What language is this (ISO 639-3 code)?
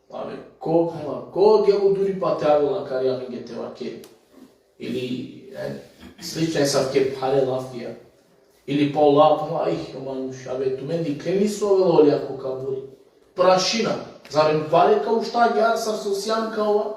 rmn